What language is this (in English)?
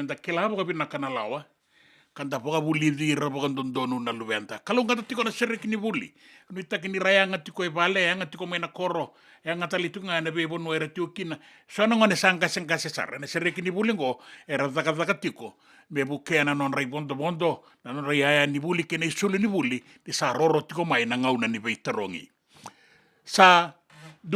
Fijian